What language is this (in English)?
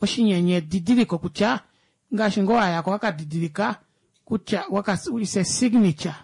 Kuanyama